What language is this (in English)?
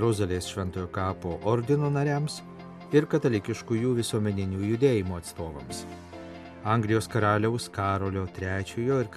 Lithuanian